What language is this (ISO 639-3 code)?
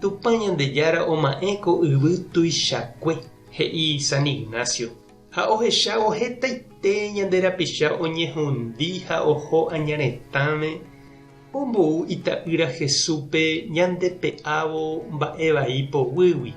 grn